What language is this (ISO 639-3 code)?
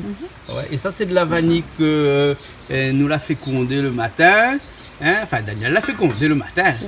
rcf